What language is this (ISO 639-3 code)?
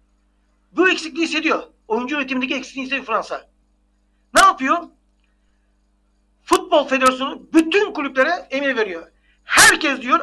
tur